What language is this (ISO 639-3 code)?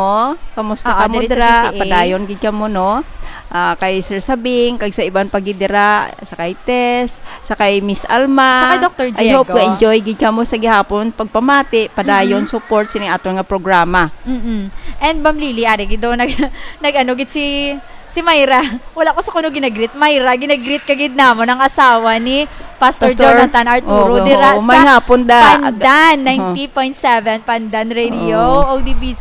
hil